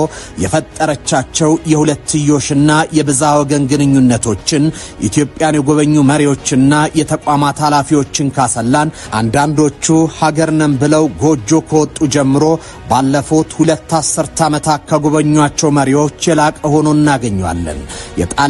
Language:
Amharic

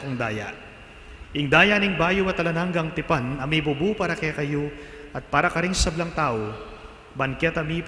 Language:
Pampanga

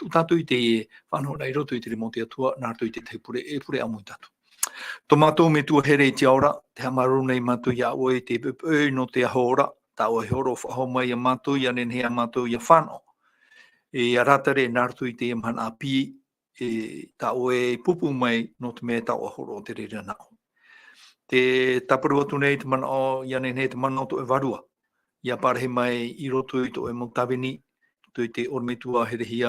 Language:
Tahitian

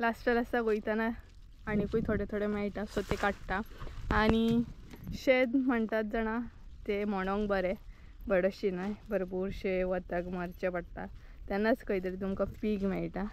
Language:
Konkani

